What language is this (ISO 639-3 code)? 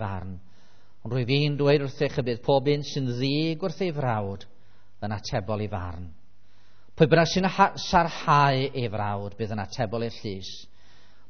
cym